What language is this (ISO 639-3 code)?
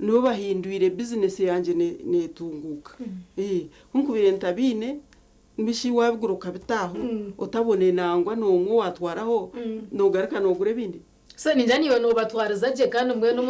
nyn